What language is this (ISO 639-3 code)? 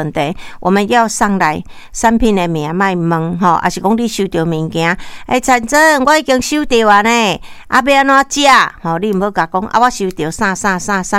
nan